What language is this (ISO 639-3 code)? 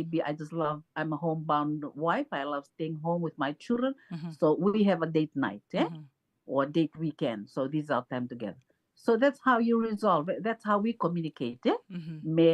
fij